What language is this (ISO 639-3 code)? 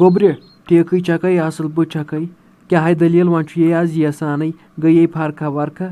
kas